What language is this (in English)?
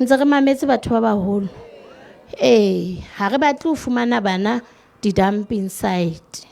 Southern Sotho